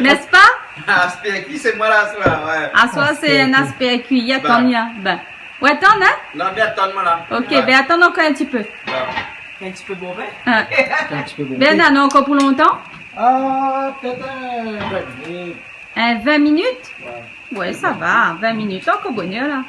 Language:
Réunion Creole French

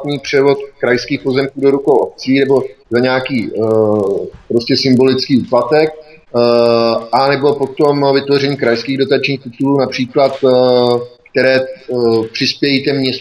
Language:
Czech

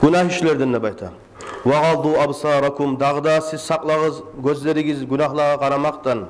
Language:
Kumyk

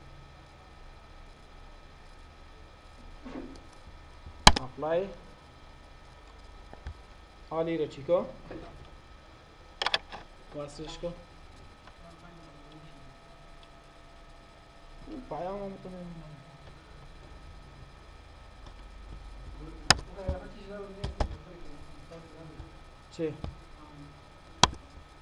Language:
Persian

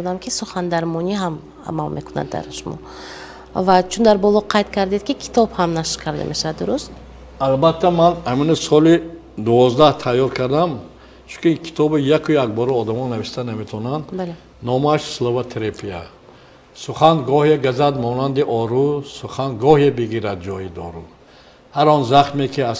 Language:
Tajik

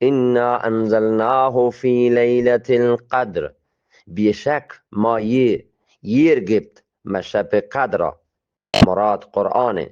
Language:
Eastern Balochi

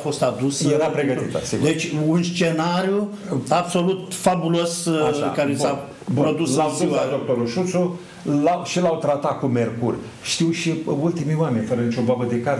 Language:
Romanian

